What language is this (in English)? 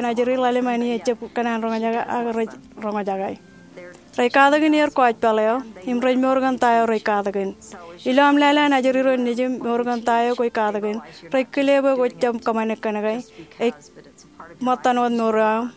Marshallese